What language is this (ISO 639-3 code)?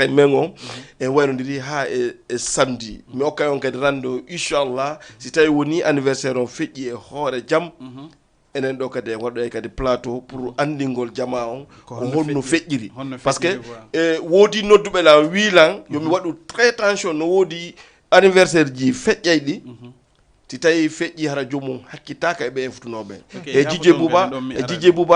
ful